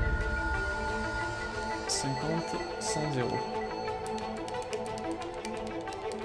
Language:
French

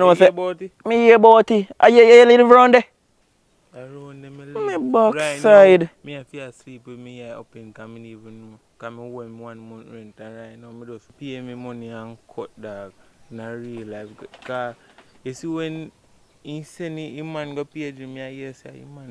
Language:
Jamaican Creole English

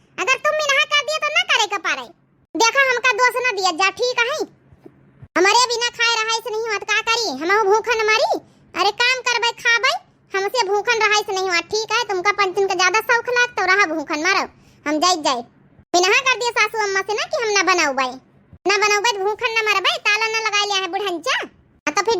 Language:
Awadhi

